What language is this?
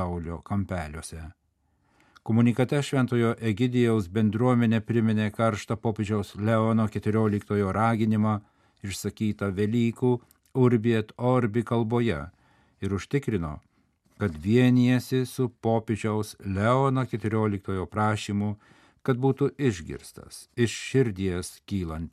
Lithuanian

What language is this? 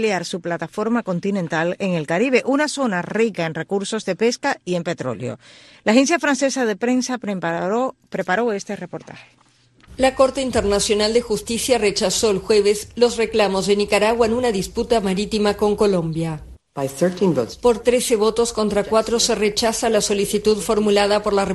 Spanish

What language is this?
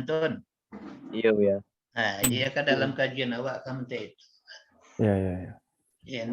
Minangkabau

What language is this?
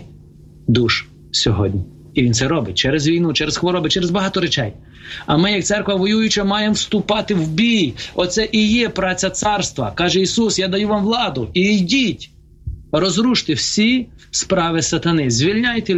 Ukrainian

